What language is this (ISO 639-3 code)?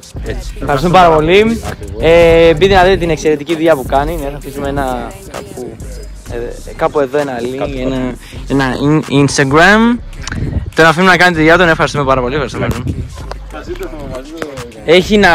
ell